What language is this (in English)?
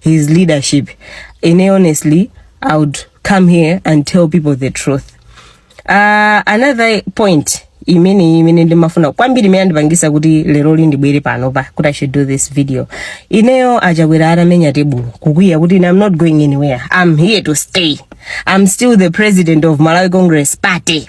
Nyanja